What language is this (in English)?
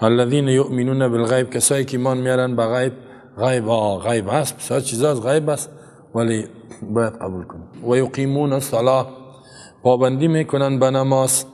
Persian